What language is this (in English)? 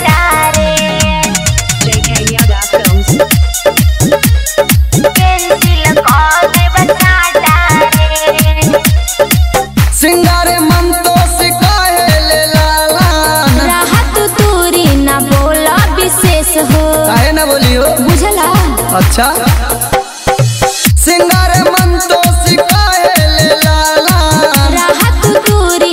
Bhojpuri